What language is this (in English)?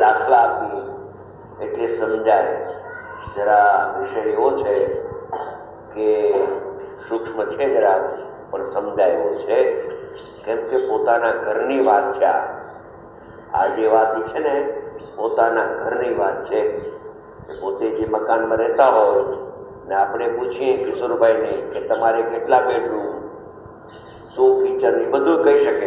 Gujarati